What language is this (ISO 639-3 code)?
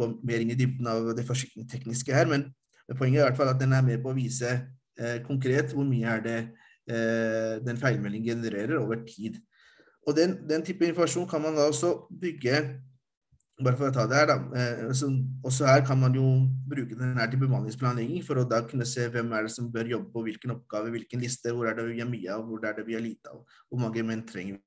nor